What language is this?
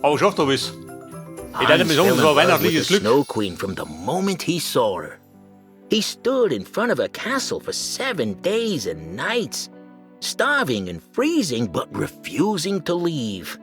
Bavarian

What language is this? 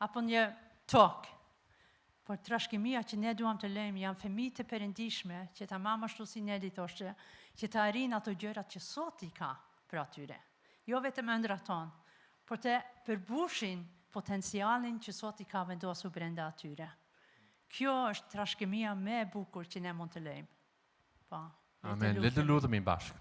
Albanian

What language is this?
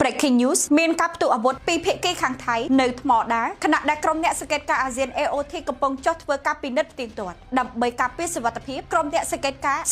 Khmer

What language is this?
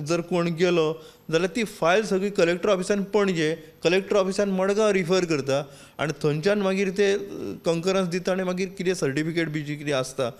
Konkani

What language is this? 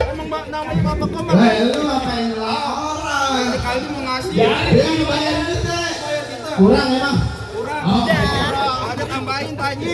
Betawi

